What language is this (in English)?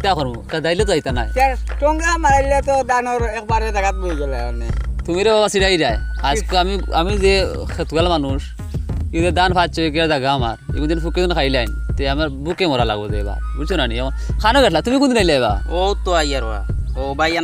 Sylheti